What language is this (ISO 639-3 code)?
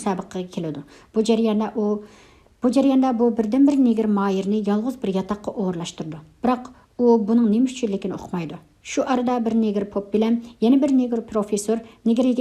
uig